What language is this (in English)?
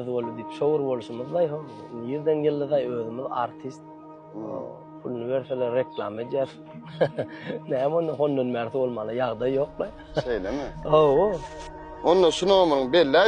Turkmen